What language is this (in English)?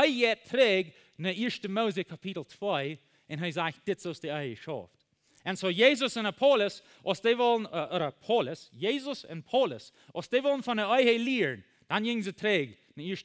Plautdietsch